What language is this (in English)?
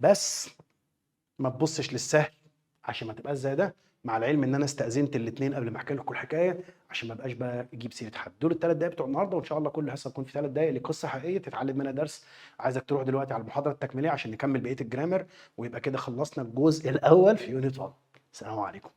Egyptian Arabic